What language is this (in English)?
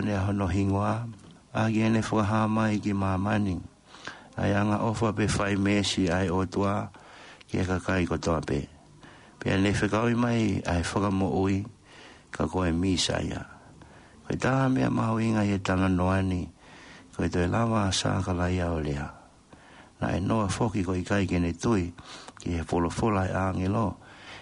Tongan